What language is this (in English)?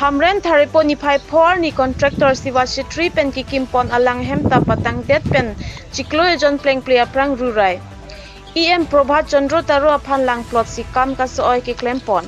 Karbi